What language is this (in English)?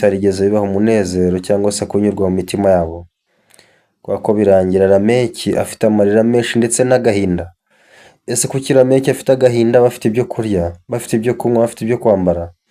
Rundi